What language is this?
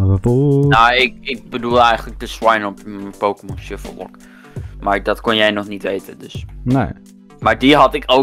Dutch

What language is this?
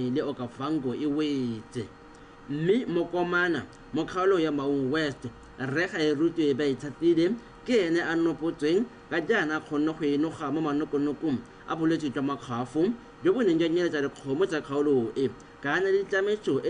Tswana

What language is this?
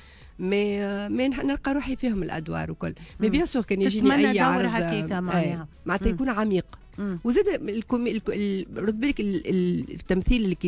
Tunisian Arabic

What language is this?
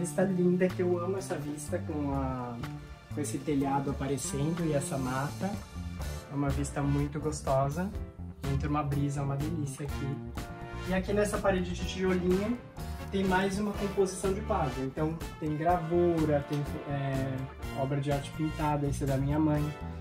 Portuguese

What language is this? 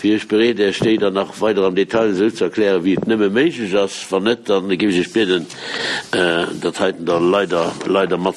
Luxembourgish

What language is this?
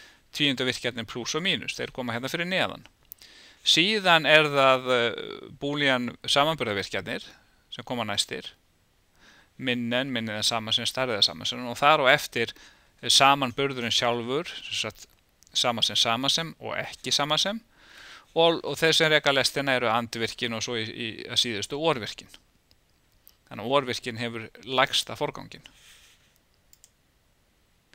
Icelandic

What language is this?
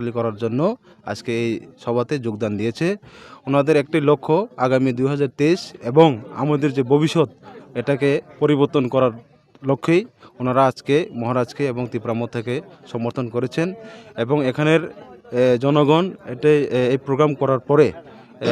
Kok Borok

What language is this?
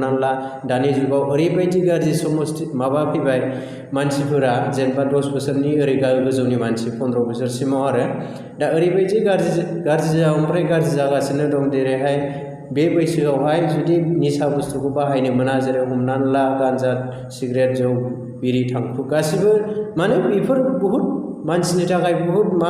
Bodo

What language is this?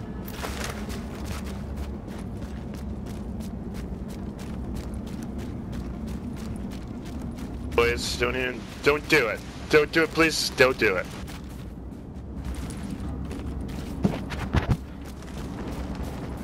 English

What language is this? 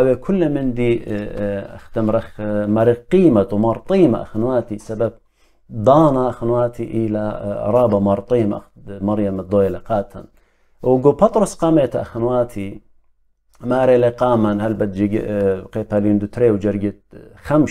Assyrian Neo-Aramaic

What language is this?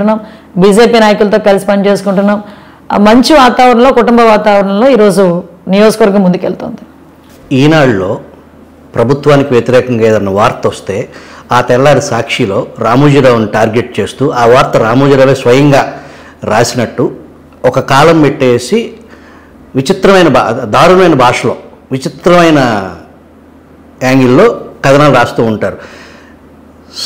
Telugu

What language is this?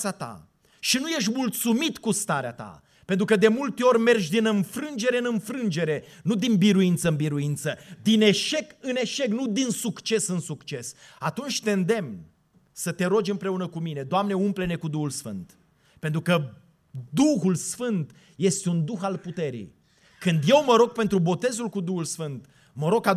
Romanian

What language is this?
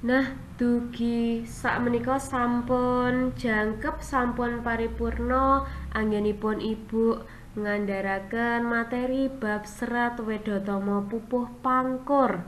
Javanese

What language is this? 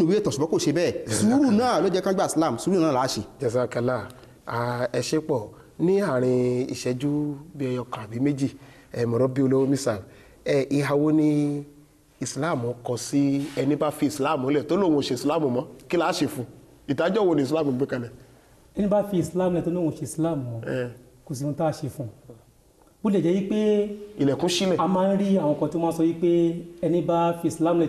Yoruba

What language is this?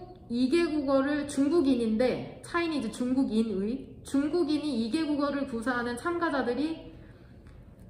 Korean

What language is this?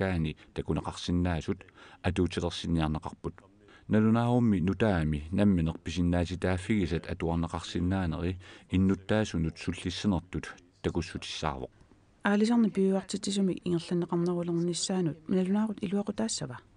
Kalaallisut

